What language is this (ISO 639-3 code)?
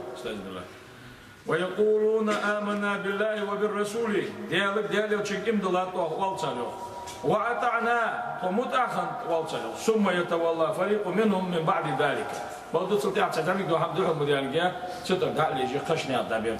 inh